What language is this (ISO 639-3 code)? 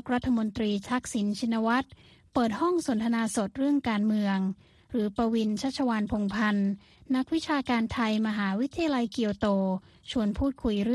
tha